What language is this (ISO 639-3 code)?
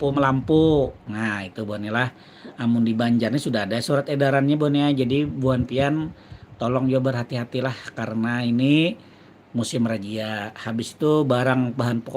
bjn